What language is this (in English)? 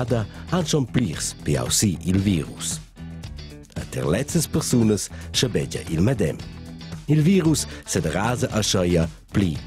Romansh